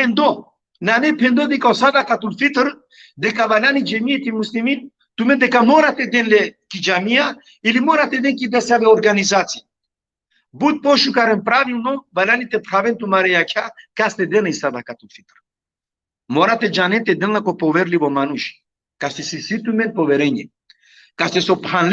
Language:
Balkan Romani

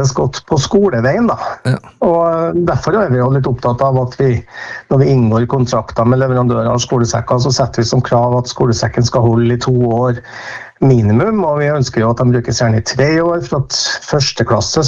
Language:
Norwegian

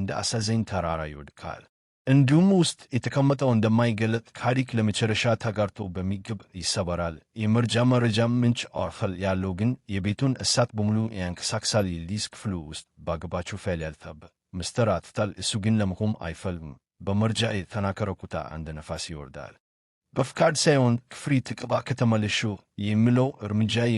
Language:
Amharic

